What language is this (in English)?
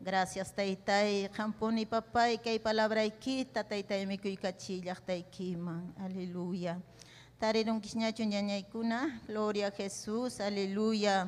Ayacucho Quechua